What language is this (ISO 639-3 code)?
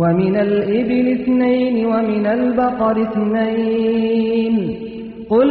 kur